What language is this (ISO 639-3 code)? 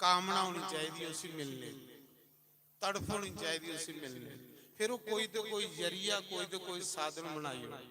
doi